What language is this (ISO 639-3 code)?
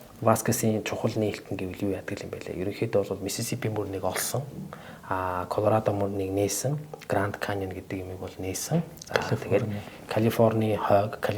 mon